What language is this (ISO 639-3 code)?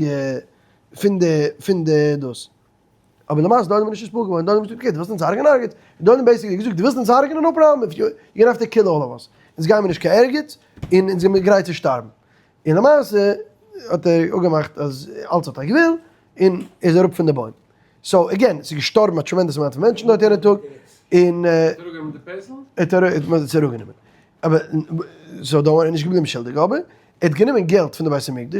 yid